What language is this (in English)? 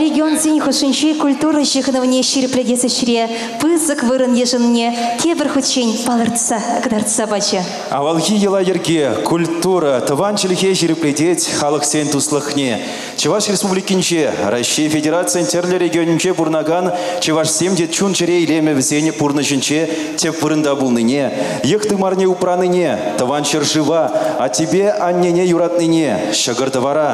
Chuvash